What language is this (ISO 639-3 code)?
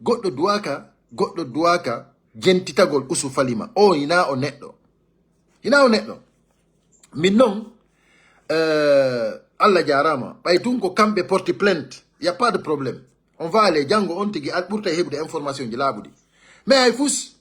ful